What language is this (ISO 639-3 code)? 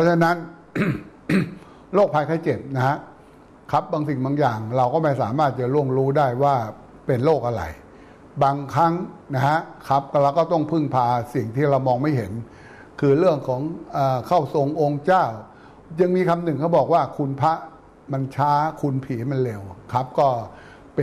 tha